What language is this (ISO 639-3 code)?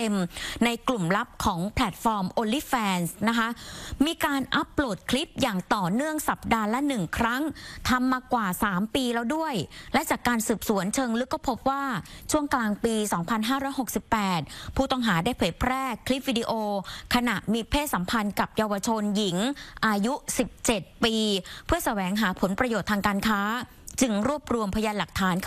tha